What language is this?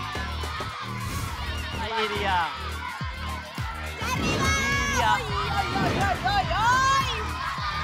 Catalan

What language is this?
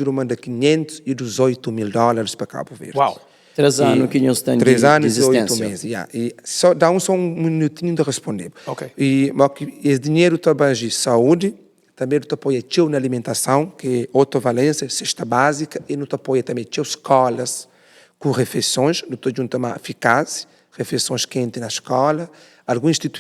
Kabuverdianu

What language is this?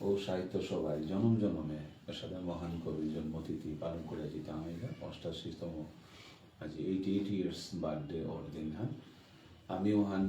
Bishnupriya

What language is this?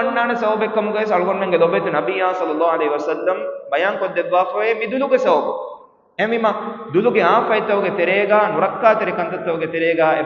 Divehi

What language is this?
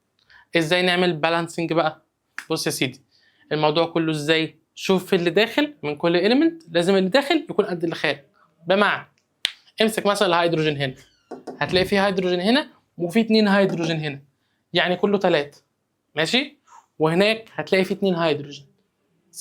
Egyptian Arabic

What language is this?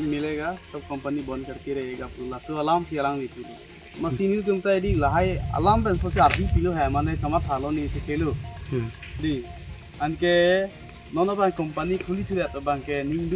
Karbi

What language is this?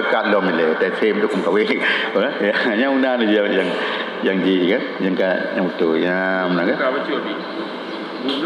Achinese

